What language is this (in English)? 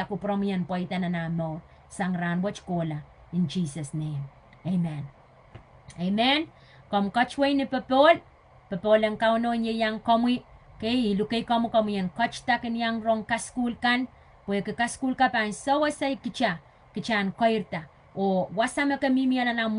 Pohnpeian